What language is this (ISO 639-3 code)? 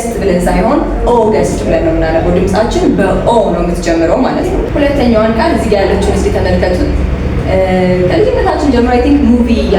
amh